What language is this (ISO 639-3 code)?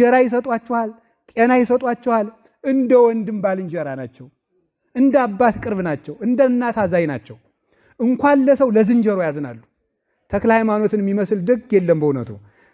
amh